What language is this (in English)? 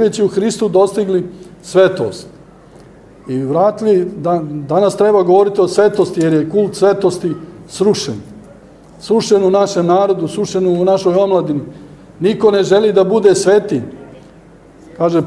Serbian